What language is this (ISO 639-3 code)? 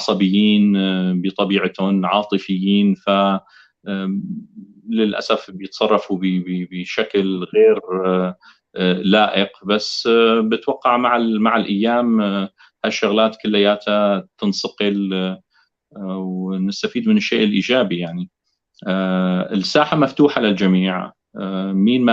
apc